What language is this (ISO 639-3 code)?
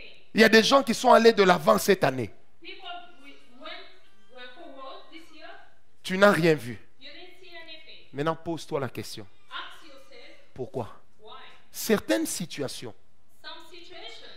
fra